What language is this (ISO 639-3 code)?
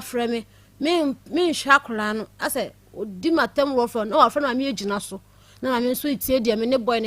aka